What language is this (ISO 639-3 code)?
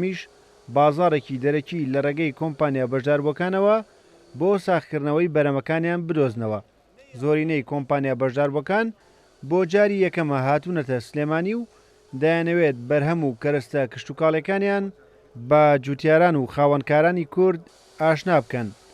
ckb